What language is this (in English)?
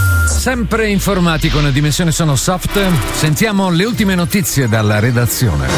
Italian